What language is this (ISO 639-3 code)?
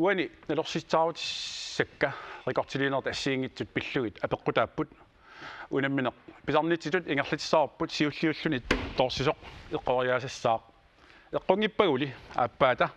kal